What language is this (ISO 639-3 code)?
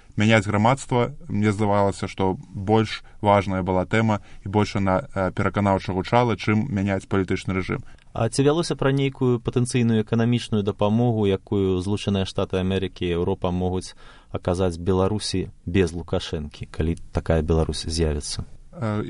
bel